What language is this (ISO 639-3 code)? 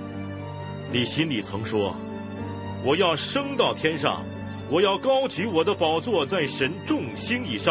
zho